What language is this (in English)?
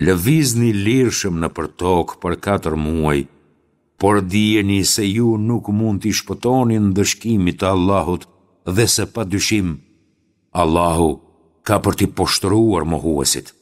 Albanian